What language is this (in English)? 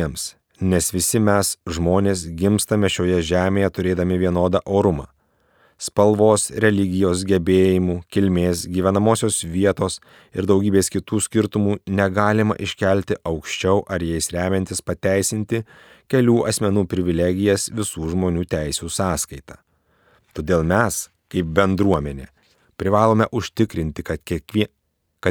Lithuanian